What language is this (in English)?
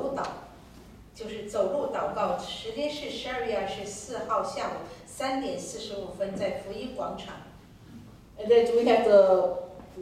Chinese